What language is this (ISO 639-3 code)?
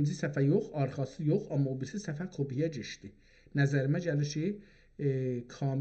azb